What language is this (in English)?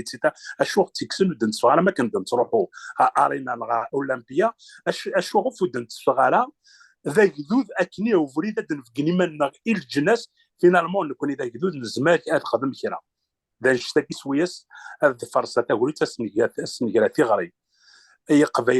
Kabyle